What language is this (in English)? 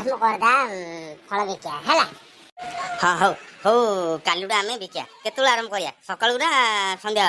Odia